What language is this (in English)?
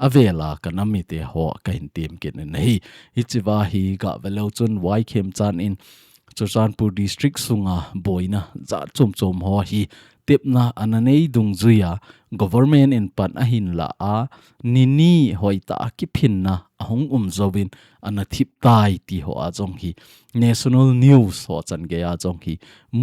Thado Chin